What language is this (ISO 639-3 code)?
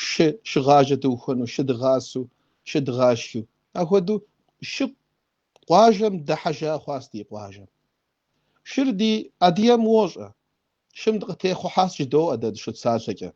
kbd